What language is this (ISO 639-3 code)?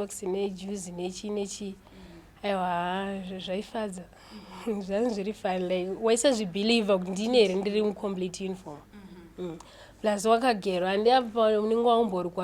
sna